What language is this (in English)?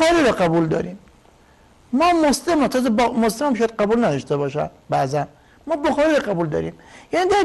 Persian